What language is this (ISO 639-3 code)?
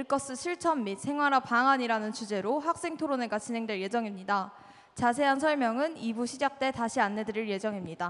kor